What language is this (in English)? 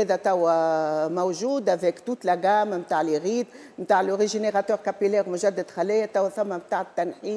Tunisian Arabic